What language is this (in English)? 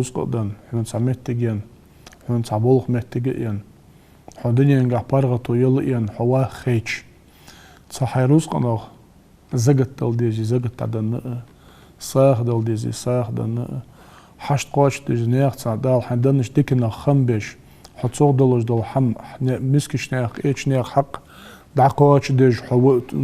Ingush